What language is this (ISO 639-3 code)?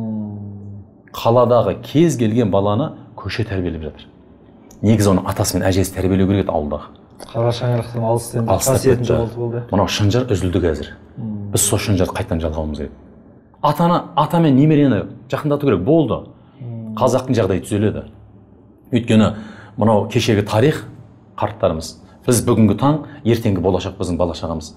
kaz